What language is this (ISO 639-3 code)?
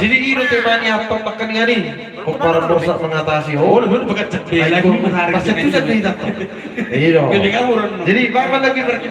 bbc